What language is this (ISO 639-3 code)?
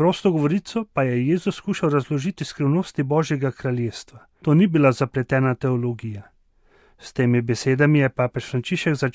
slv